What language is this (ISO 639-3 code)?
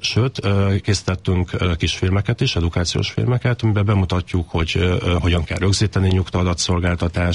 hun